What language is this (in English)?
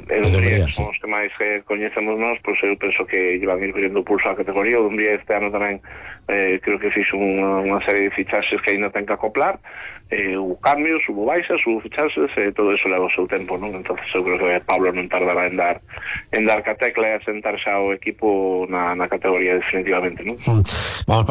Galician